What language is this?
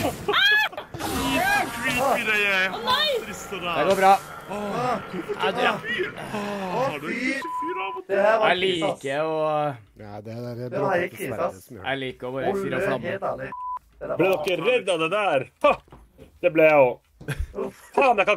Norwegian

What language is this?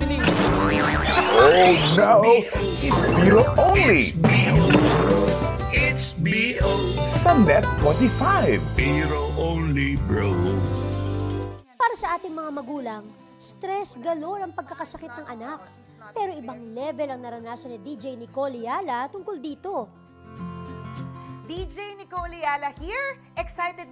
Filipino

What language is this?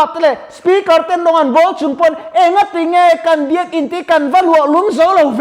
Mizo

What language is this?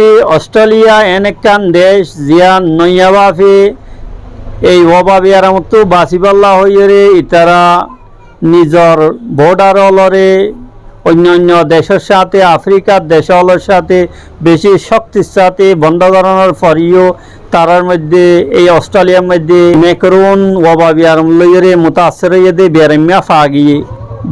Rohingya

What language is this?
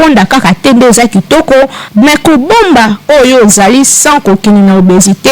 Lingala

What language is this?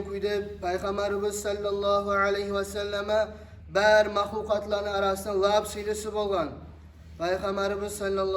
Kumyk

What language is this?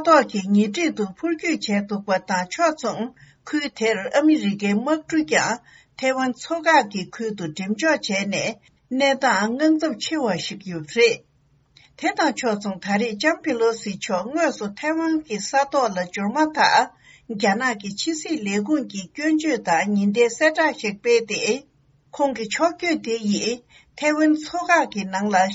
Tibetan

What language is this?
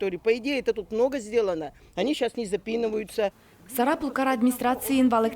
Udmurt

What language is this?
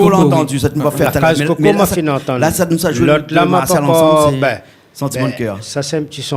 Réunion Creole French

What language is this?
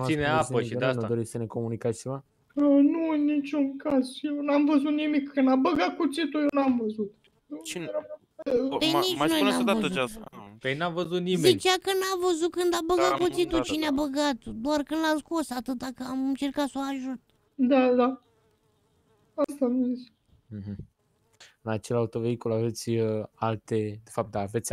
Romanian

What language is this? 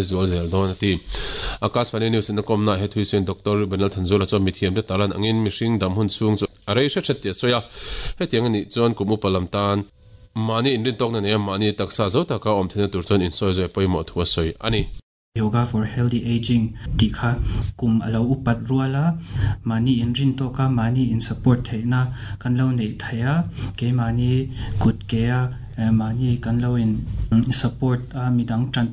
Mizo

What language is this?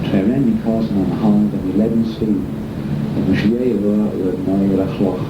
Manx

